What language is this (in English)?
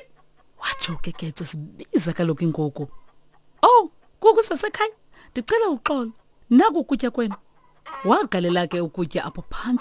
Xhosa